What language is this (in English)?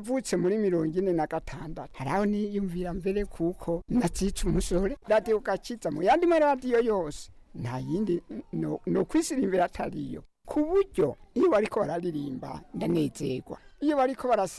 Rundi